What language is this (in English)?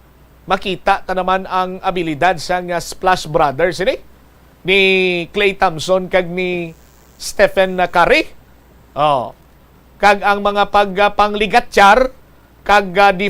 Hiligaynon